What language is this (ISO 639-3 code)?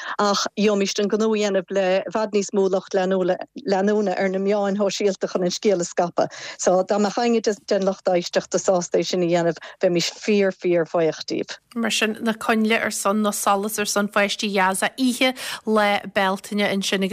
gle